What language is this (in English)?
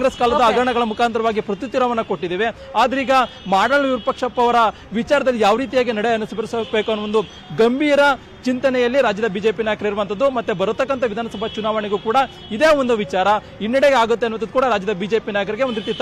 Kannada